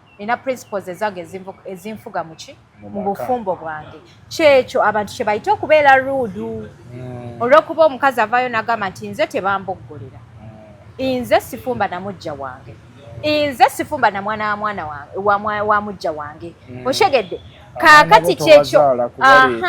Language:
Ganda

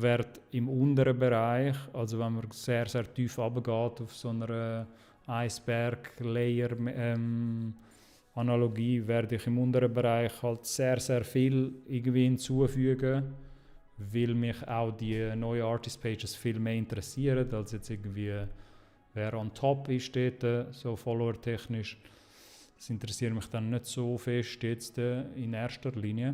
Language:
Swiss German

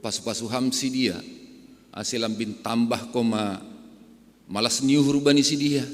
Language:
Batak Simalungun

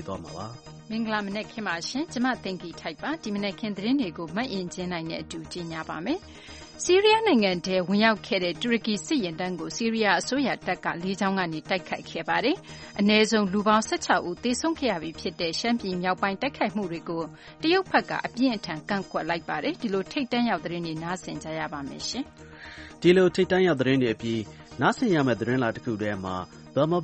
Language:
Burmese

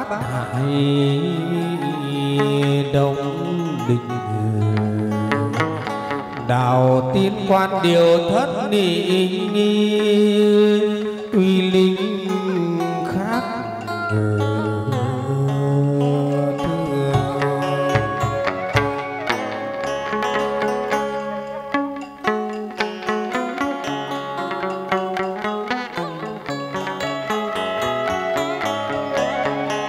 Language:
Vietnamese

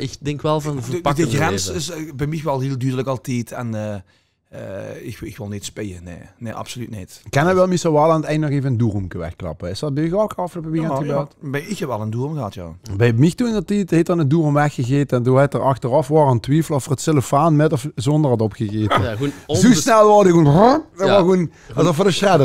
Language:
Limburgish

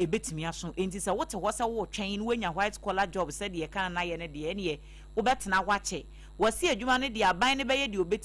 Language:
Akan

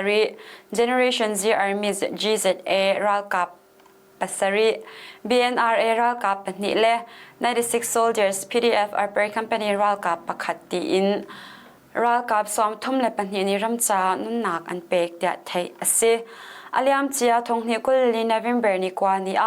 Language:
Hakha Chin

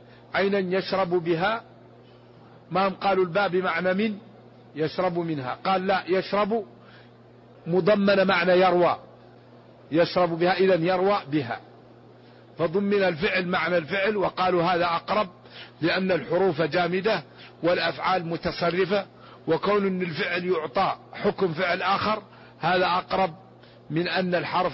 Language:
Arabic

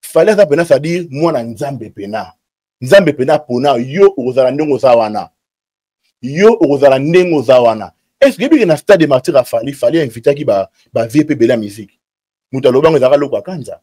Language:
Lingala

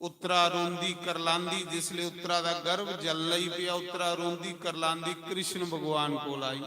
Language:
Dogri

